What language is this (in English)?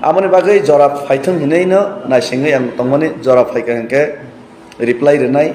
Kok Borok